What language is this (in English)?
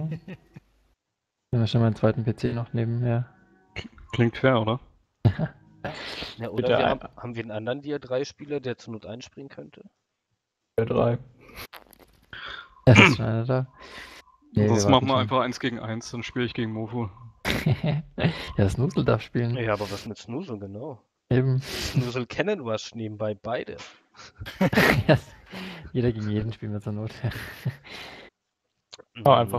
German